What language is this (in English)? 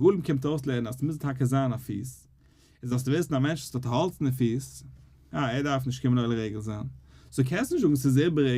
Yiddish